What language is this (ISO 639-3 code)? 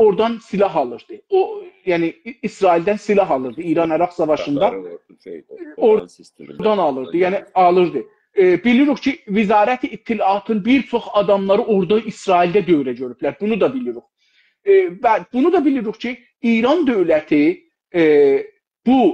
azb